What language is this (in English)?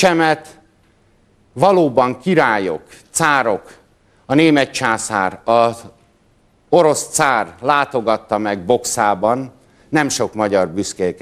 Hungarian